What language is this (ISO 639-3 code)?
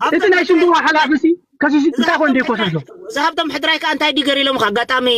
tir